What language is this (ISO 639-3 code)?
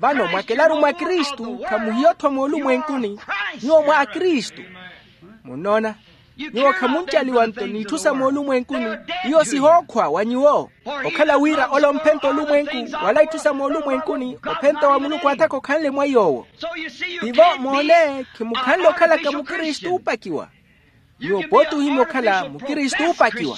vmw